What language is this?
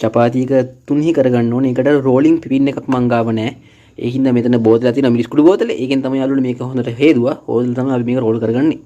Sinhala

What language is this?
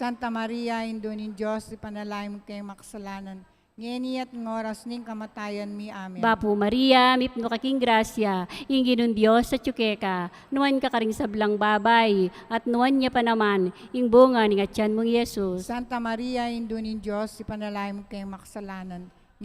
Pampanga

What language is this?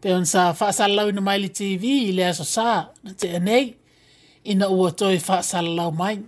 Samoan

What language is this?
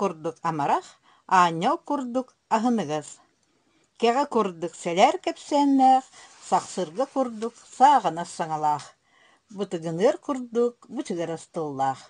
Yakut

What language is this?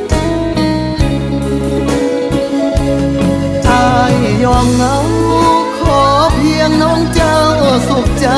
Thai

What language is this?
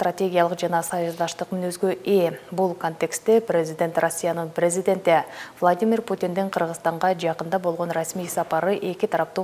Kyrgyz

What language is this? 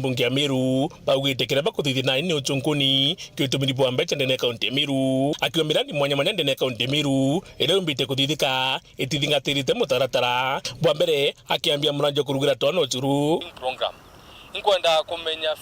Meru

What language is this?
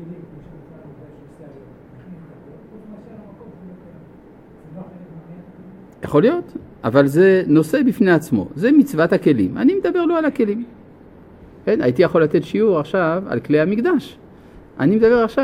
Hebrew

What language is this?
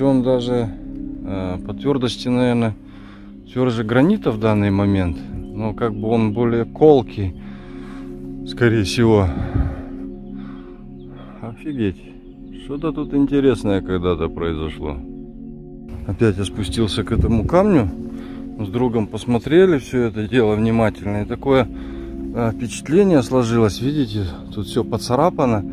Russian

